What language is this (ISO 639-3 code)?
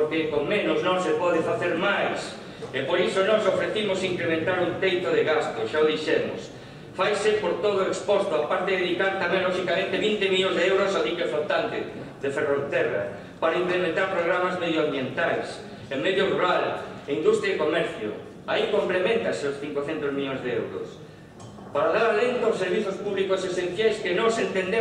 glg